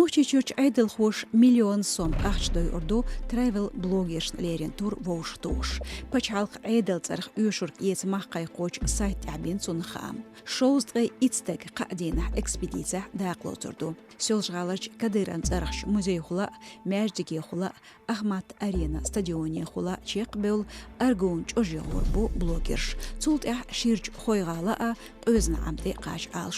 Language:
Chechen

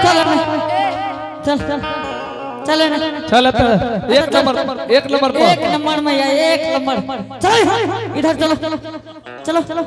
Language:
Angika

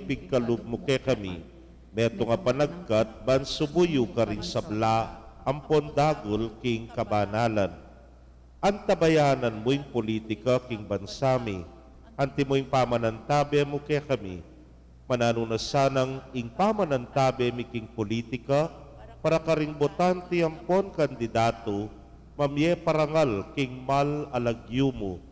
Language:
Pampanga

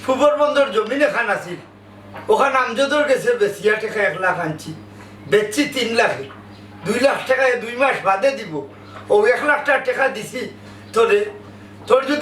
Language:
Sylheti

